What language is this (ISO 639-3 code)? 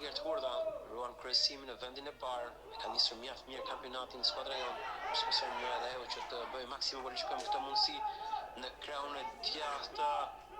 sqi